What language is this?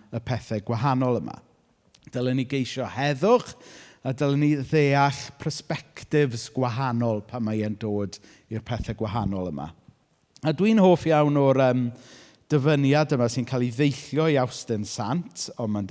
Welsh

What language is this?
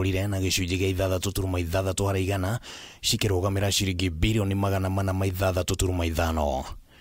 Kikuyu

